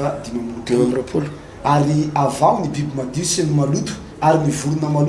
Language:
Malagasy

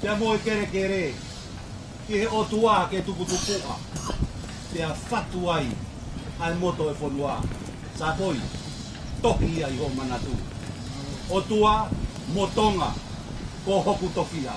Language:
Tongan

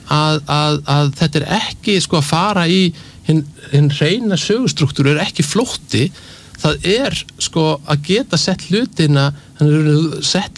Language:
Icelandic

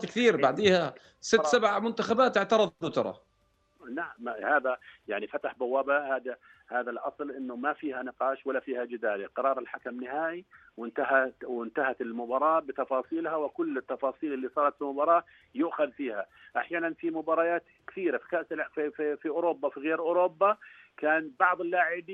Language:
North Levantine Arabic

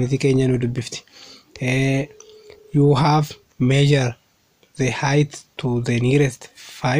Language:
Oromo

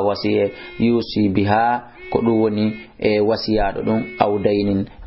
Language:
Fula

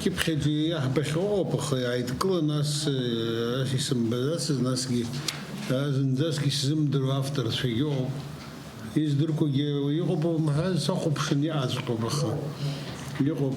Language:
Abkhazian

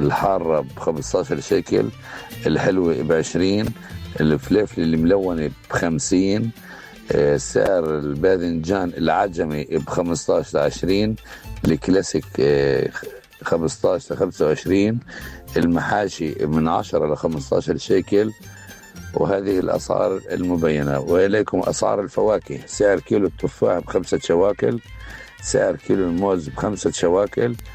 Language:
North Levantine Arabic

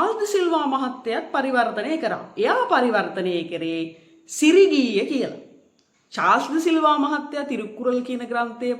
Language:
Sinhala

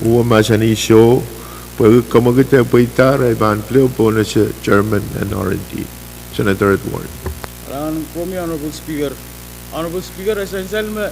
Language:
Pohnpeian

